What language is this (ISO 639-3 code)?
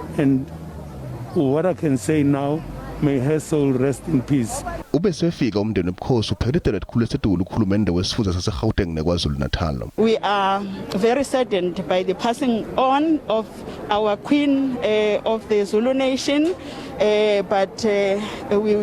zul